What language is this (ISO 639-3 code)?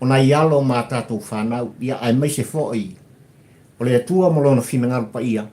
smo